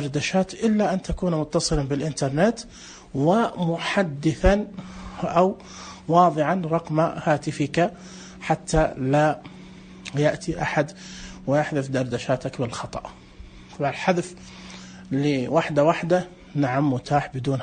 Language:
Najdi Arabic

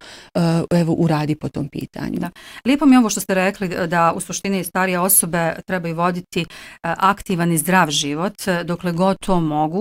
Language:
Bosnian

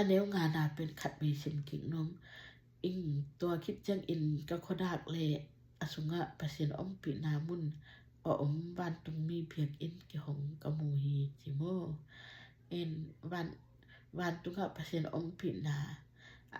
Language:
Tedim Chin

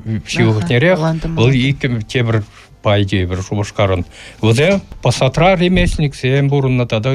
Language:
Chuvash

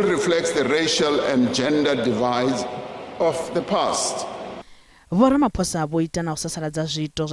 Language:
Venda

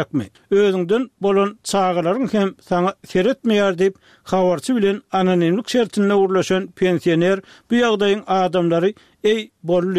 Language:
Turkmen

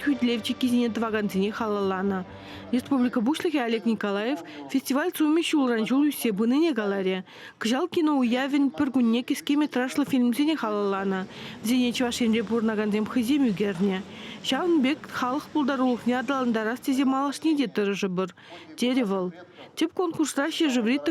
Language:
Chuvash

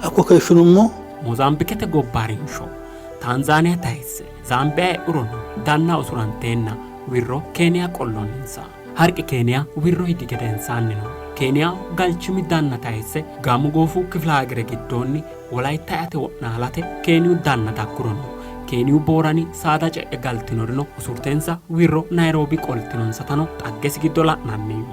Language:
Sidamo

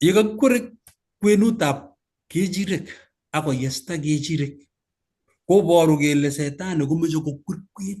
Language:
Kalenjin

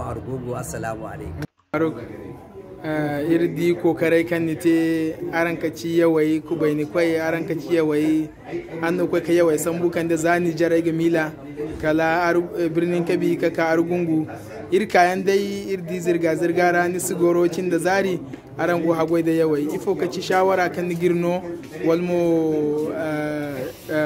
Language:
Zarma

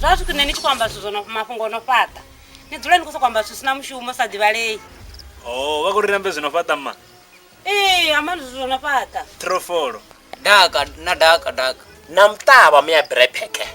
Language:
Venda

